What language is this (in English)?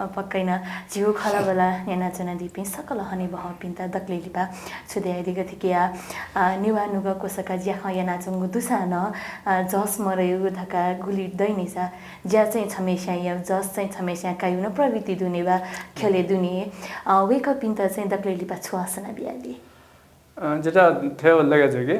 Newari